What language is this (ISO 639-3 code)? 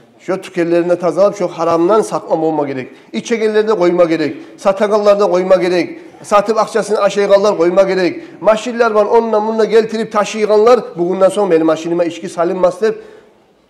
kum